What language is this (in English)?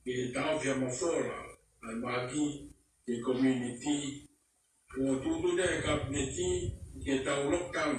Tongan